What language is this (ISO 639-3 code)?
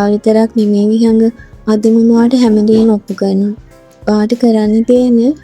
sin